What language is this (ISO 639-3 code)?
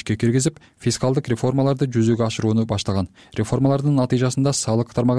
kir